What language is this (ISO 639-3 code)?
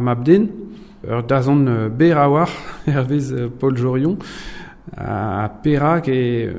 bre